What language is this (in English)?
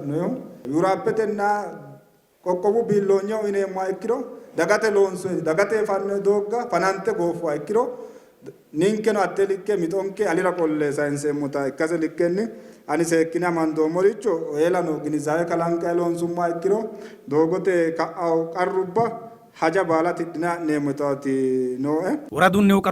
Sidamo